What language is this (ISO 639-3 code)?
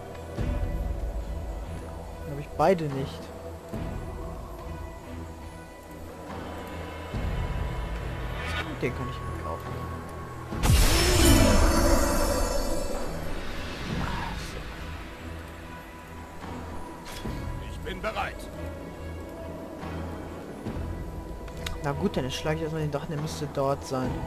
deu